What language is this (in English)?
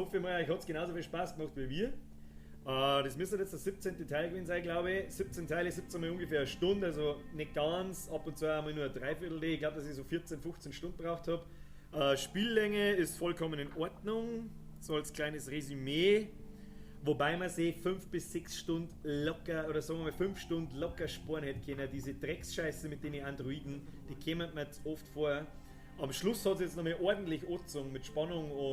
Bavarian